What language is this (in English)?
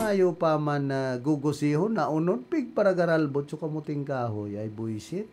Bikol